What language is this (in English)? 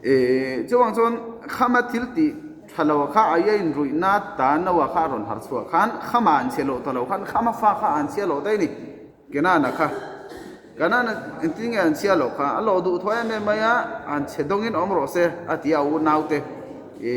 Mizo